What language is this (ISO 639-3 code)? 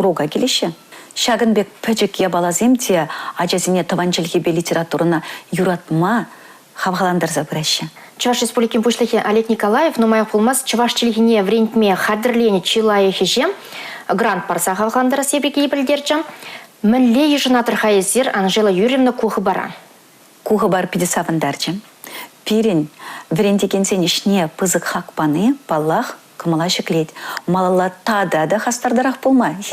chv